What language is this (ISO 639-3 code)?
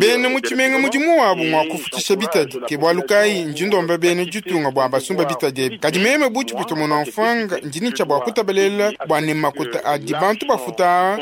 lua